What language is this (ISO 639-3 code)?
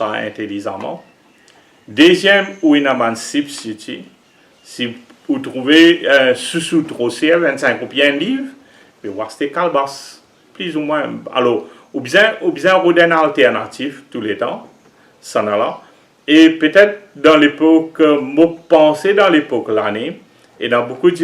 mfe